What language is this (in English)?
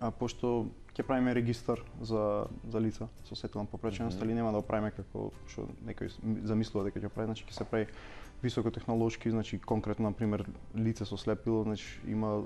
Macedonian